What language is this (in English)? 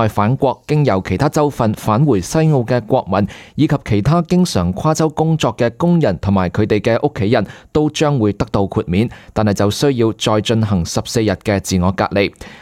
Cantonese